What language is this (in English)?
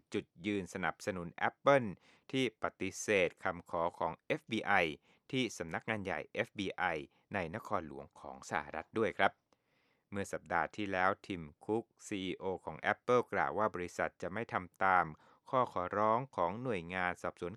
Thai